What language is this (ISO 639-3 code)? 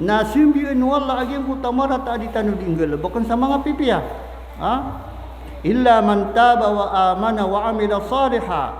mrw